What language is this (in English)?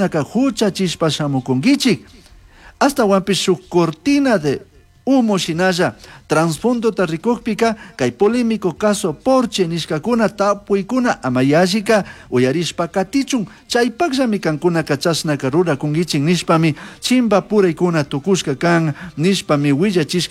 Chimborazo Highland Quichua